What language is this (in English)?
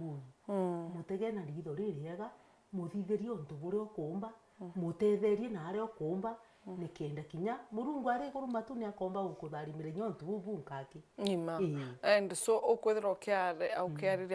Meru